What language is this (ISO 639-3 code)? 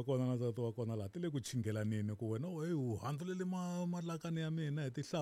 tso